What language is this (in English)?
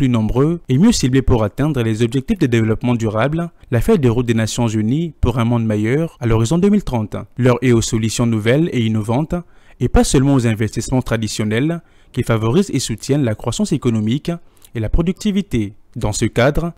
French